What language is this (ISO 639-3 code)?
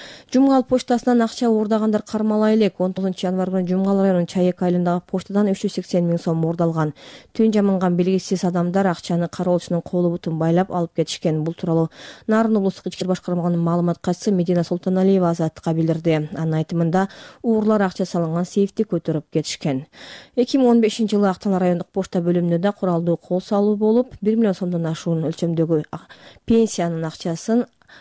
kir